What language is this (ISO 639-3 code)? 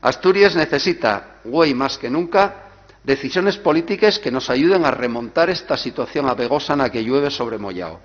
ast